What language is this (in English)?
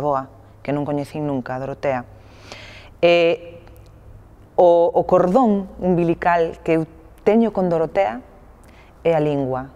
Galician